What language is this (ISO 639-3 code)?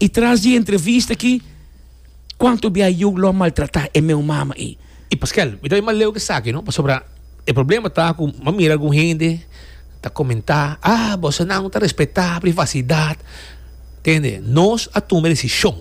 pap